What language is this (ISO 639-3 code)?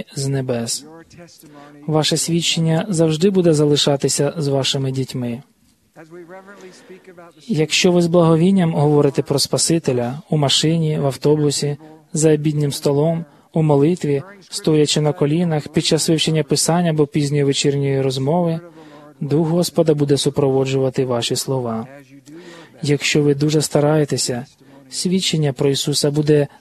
ukr